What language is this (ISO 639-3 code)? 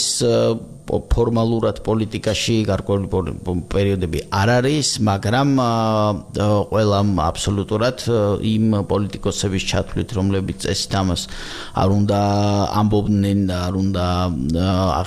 kat